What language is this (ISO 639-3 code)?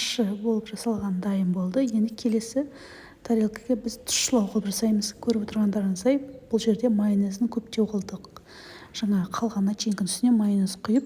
kaz